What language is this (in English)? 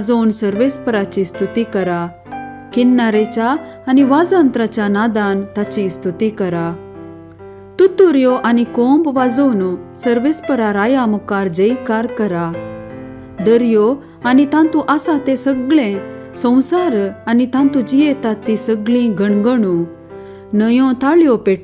Konkani